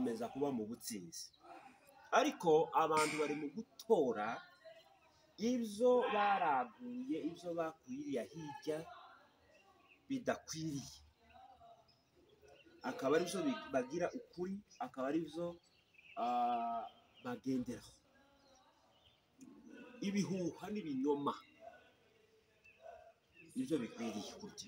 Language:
Kinyarwanda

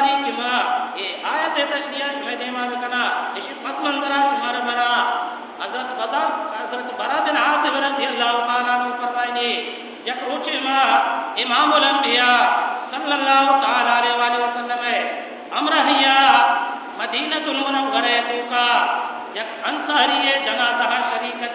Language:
Baluchi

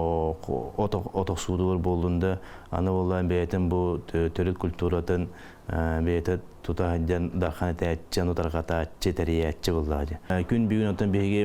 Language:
Yakut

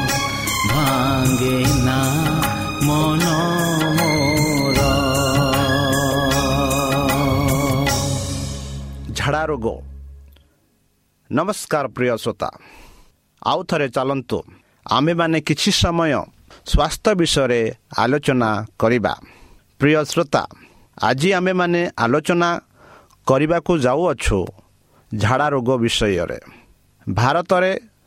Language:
Odia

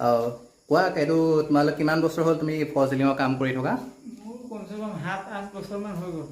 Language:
Assamese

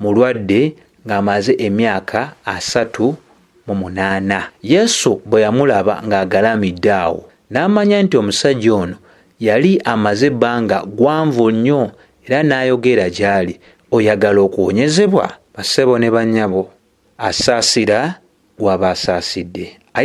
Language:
Ganda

